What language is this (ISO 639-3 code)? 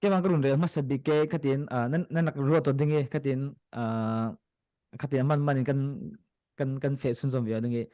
cfm